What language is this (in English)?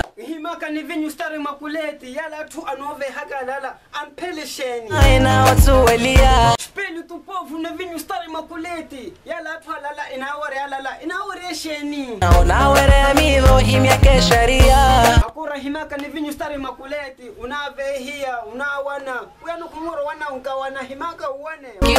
Swahili